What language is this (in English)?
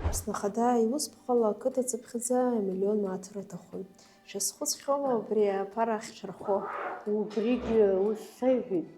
Abkhazian